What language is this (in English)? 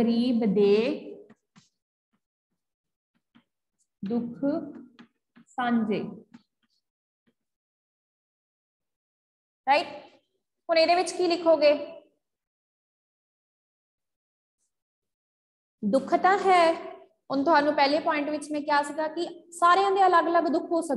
Punjabi